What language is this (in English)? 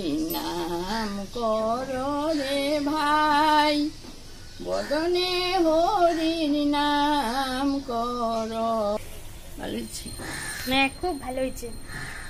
Bangla